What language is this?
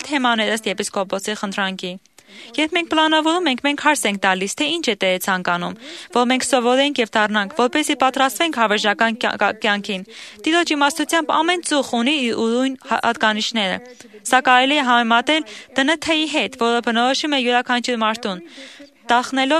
Armenian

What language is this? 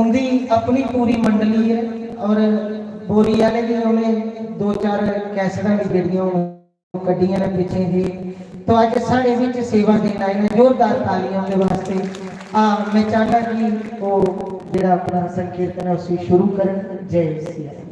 Dogri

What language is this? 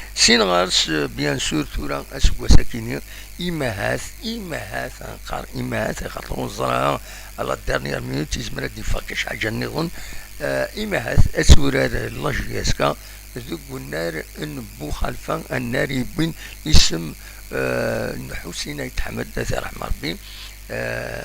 Kabyle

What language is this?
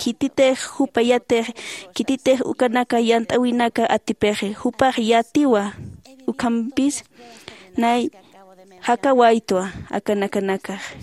Aymara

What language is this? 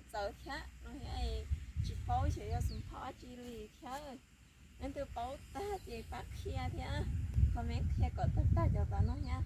Hmong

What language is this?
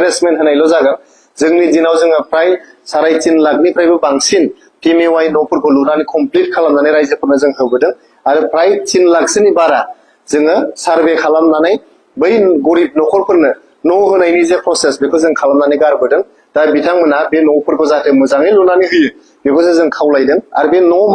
Bodo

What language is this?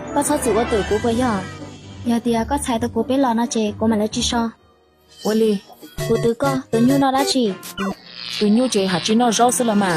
Hmong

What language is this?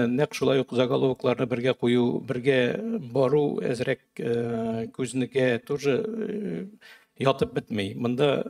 Tatar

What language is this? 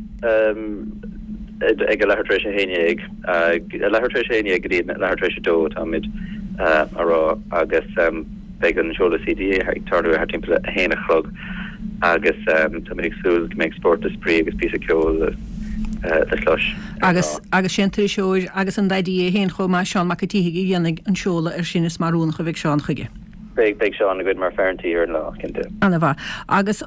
Irish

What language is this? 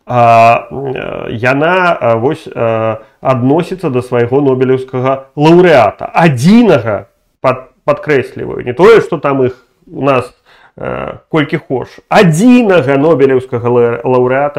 Belarusian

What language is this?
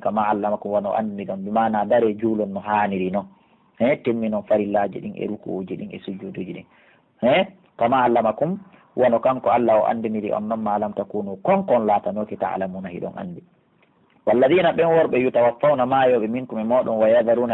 Pular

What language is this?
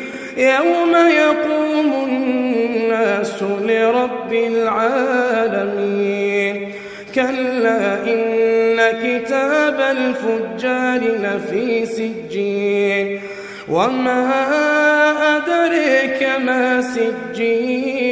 Arabic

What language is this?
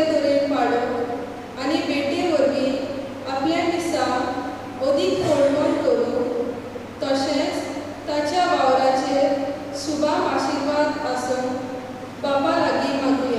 Konkani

